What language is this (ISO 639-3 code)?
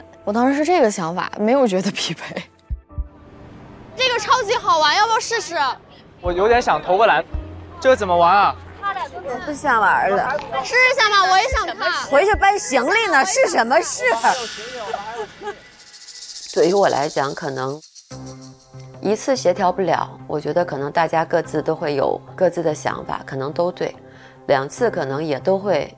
zho